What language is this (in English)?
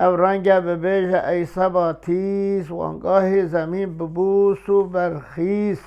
Kurdish